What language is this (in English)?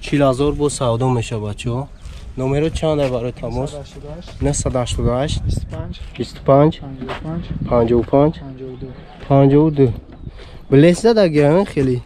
Tajik